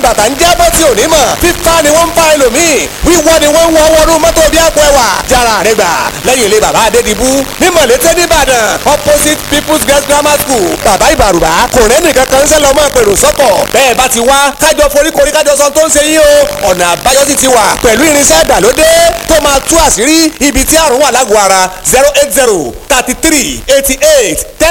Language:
Yoruba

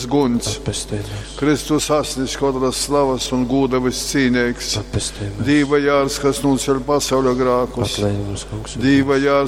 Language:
Latgalian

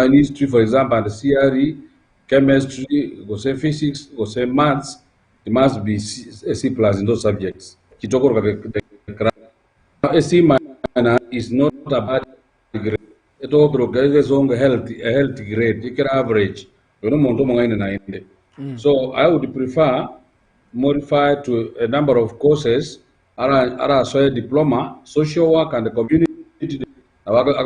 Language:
Gusii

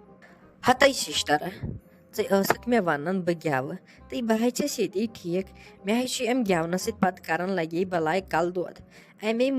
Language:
Kashmiri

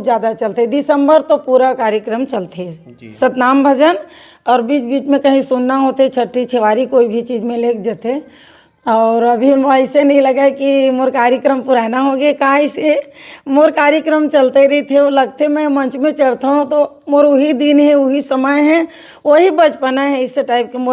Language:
Chhattisgarhi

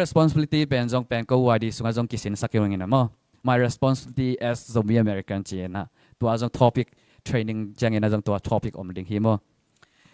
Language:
Tedim Chin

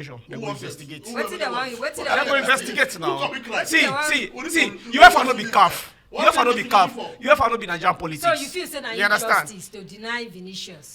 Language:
Nigerian Pidgin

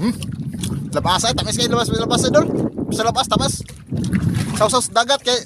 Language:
Cebuano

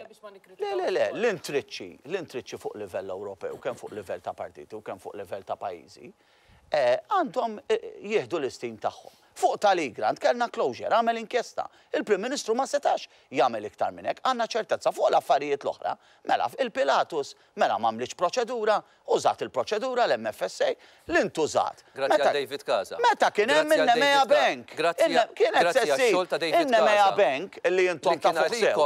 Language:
Maltese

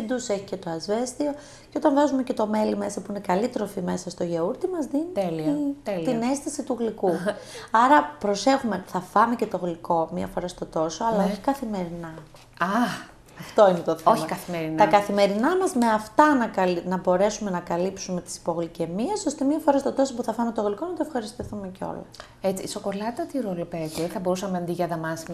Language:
Greek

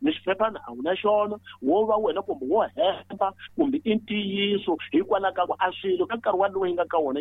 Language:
Tsonga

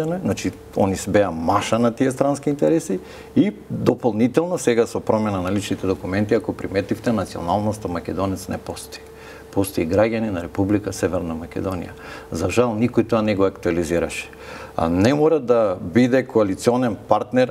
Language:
Macedonian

